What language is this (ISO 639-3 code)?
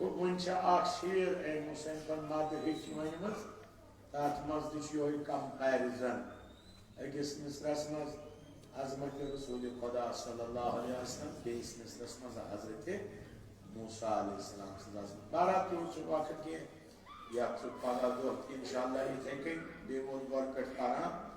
kas